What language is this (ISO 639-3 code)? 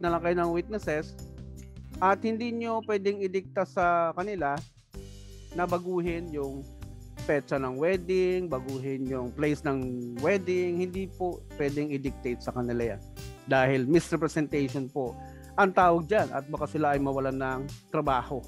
fil